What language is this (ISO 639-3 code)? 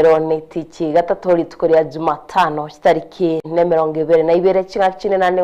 guz